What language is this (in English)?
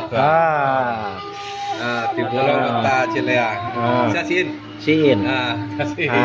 Minangkabau